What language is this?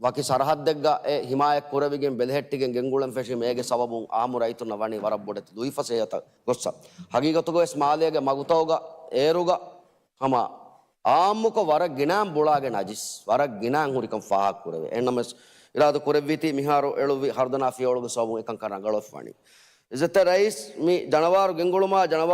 Divehi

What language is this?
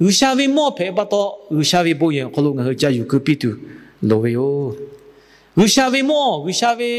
Lahu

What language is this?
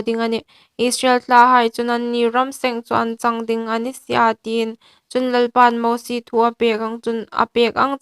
Hmar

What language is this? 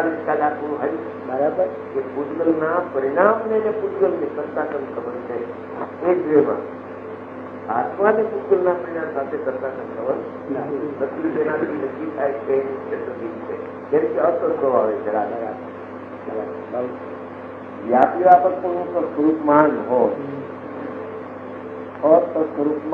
Gujarati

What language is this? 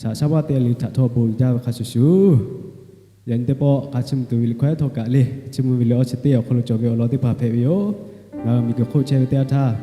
Lahu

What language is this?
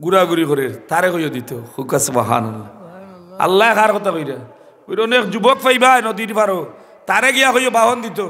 Sylheti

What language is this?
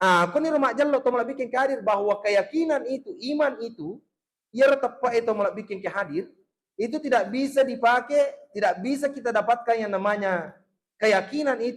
Buginese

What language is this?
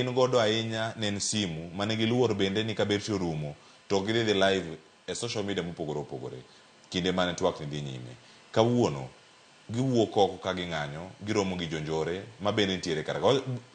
Luo (Kenya and Tanzania)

